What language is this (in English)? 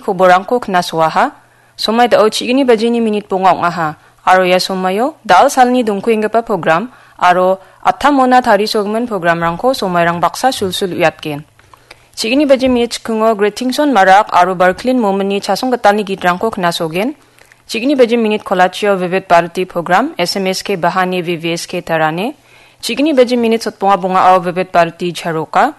Garo